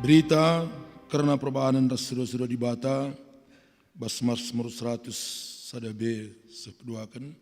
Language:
Batak Karo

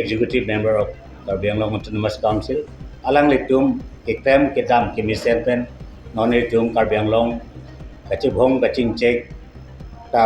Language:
Karbi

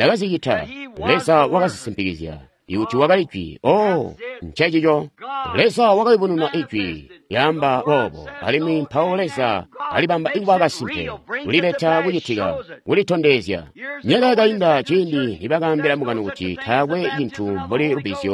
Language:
Tonga (Zambia)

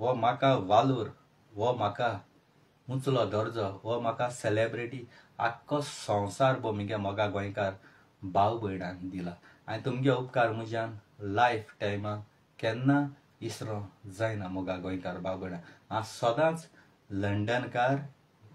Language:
Konkani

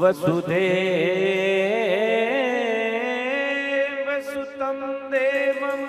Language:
Dogri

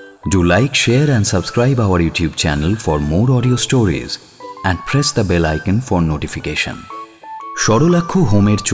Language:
Bangla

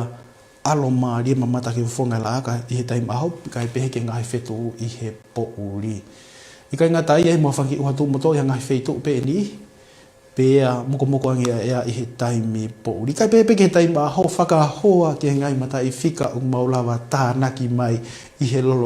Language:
Tongan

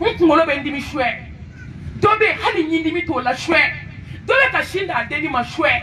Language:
Bambara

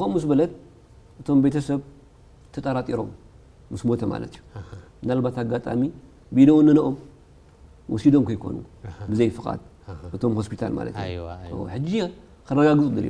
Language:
Tigrinya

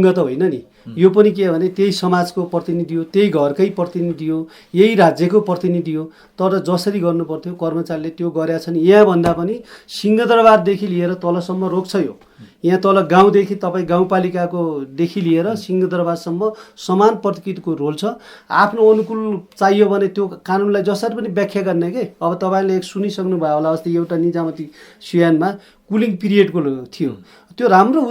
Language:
Nepali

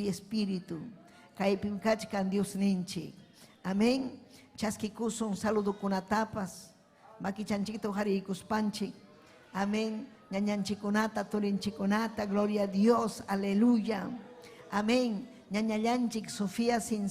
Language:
Ayacucho Quechua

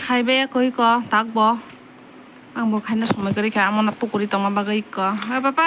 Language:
Kok Borok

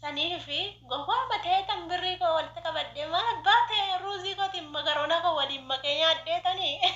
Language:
Oromo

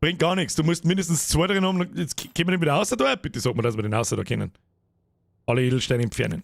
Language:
Bavarian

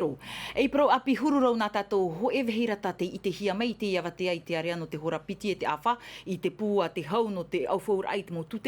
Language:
Tahitian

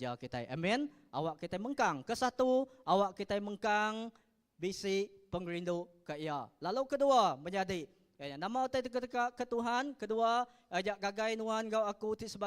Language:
Iban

